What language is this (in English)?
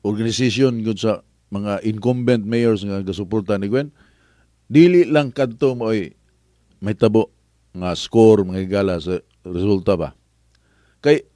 Cebuano